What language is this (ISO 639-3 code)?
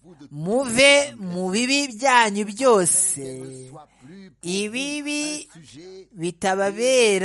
kin